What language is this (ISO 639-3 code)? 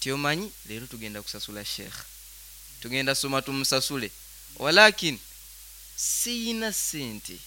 nyo